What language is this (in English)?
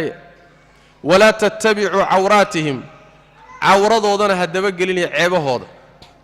Somali